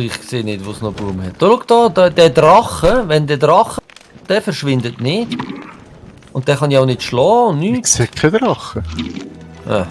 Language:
Swiss German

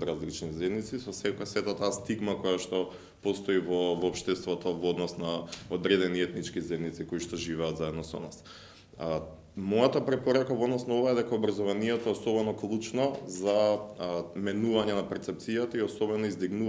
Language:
Macedonian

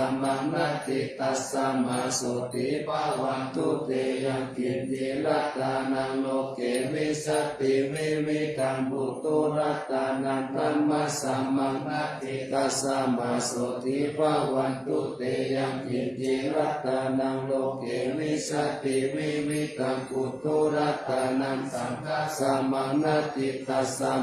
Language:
Pali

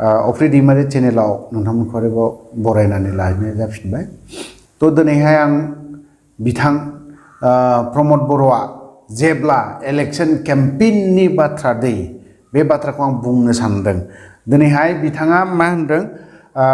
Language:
Bodo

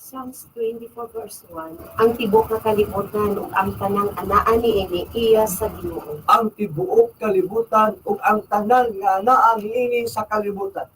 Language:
Cebuano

